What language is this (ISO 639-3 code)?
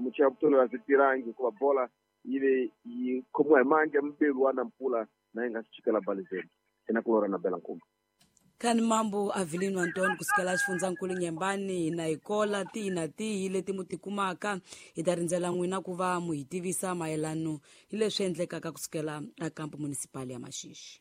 tso